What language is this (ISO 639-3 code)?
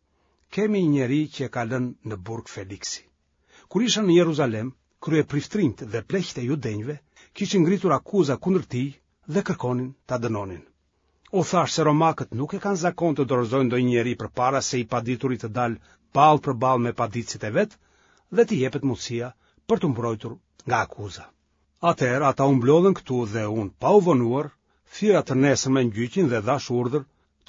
sqi